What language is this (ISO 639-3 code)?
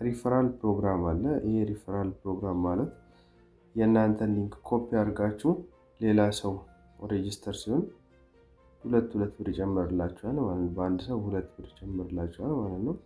amh